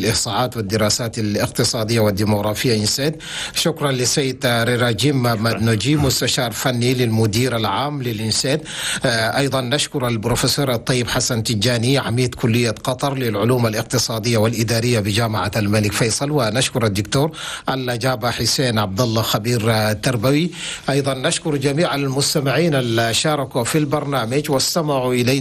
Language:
Chadian Arabic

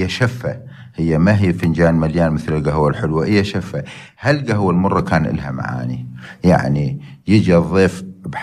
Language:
North Levantine Arabic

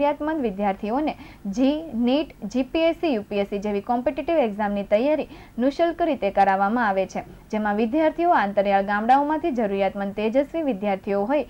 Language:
Gujarati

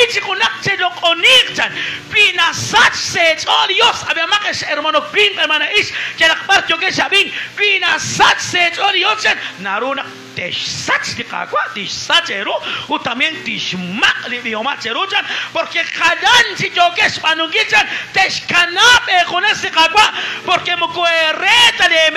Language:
Kekchí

